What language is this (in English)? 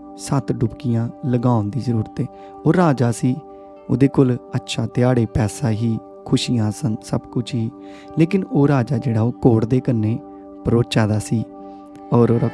Dogri